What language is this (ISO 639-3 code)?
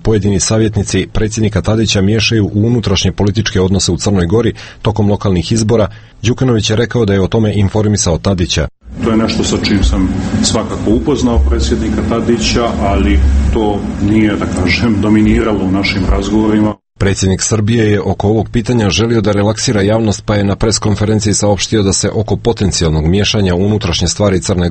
srp